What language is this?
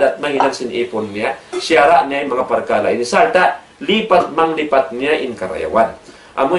Tausug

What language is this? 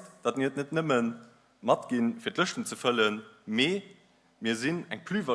Luxembourgish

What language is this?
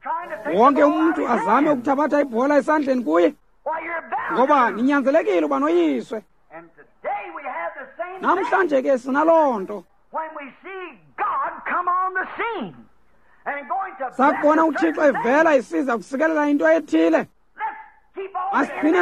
Xhosa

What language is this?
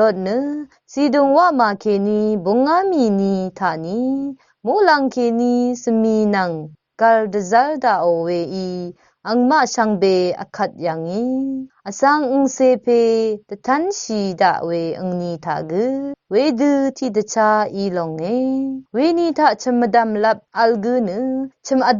Rawang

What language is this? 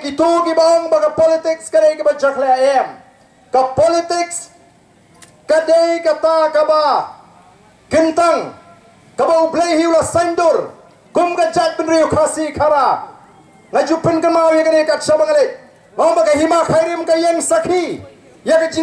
Khasi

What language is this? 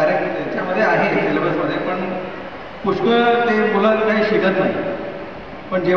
Marathi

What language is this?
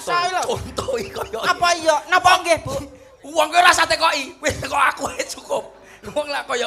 Javanese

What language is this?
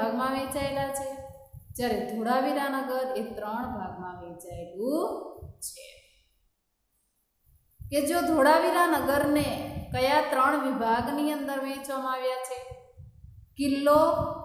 Gujarati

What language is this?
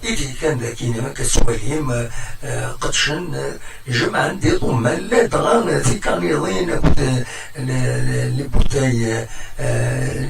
Kabyle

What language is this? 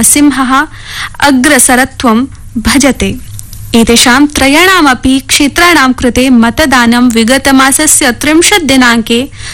Sanskrit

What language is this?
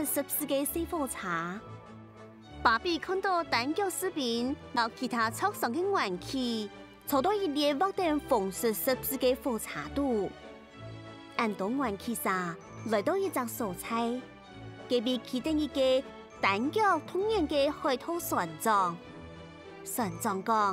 Hakka Chinese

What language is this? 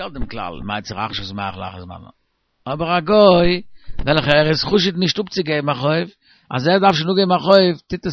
Yiddish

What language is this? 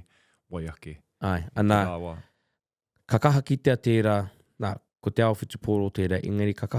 Māori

